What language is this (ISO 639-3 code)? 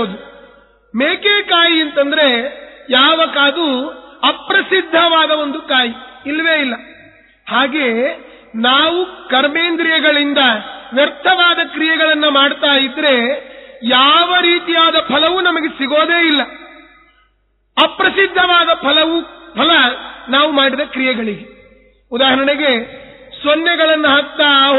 kan